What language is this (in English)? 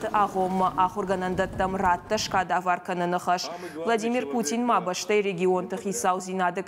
Ossetic